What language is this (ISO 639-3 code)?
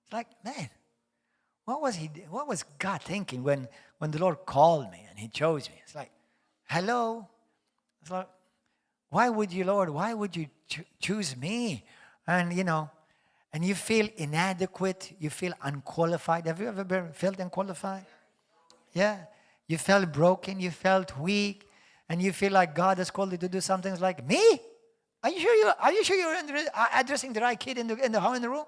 eng